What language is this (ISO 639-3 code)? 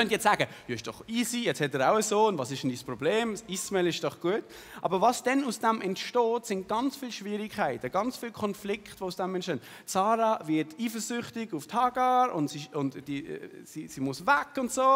gsw